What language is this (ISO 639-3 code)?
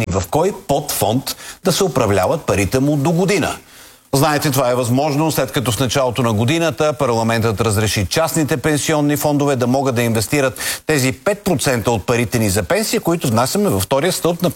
bul